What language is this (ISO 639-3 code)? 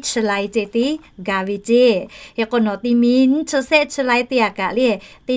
lhu